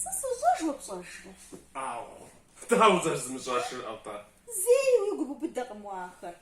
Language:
Kabardian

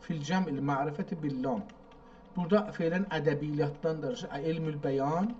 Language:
South Azerbaijani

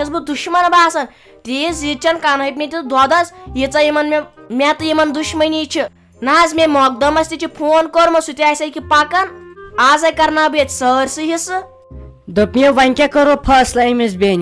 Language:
Kashmiri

